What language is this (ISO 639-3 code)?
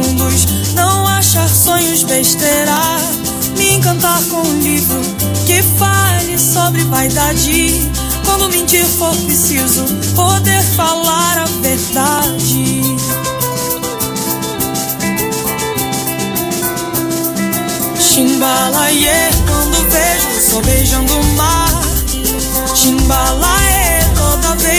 por